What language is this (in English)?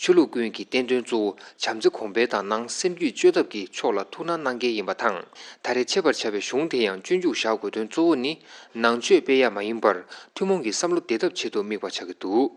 Tibetan